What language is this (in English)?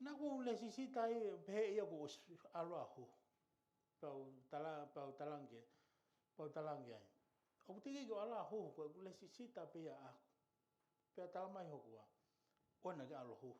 Tongan